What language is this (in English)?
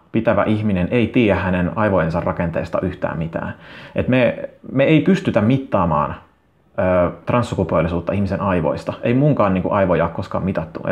Finnish